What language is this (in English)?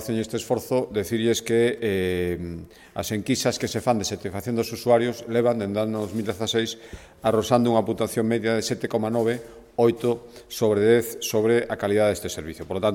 Galician